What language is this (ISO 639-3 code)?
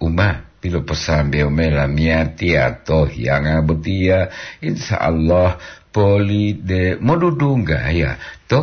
gor